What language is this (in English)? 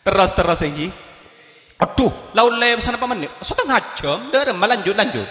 Madurese